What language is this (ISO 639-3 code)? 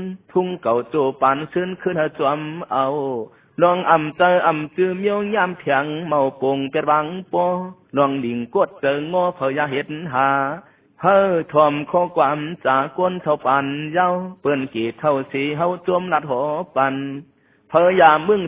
shn